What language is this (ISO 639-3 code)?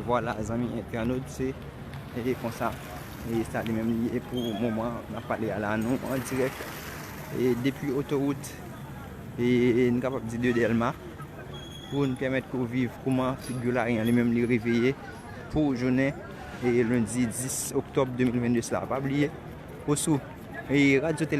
hat